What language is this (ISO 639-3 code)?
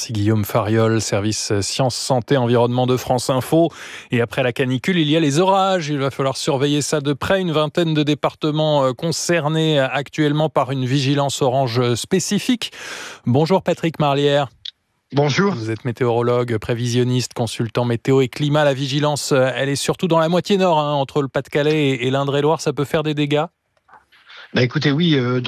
fra